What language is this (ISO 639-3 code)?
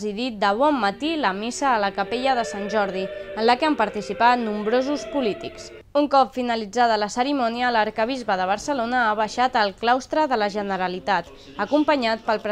cat